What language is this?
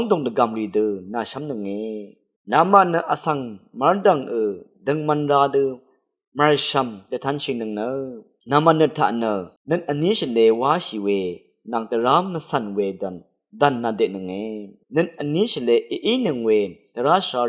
Rawang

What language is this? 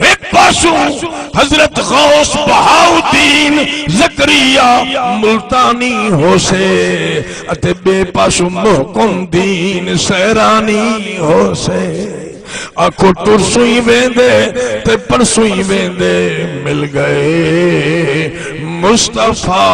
Saraiki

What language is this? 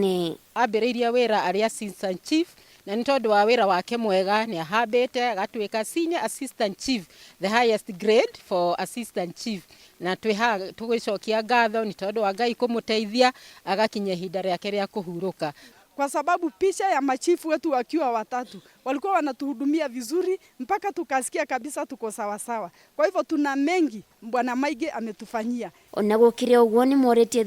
Kikuyu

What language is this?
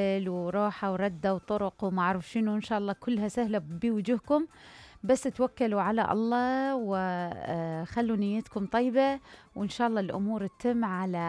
Mesopotamian Arabic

